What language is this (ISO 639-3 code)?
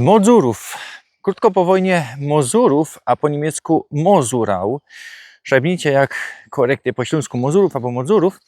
szl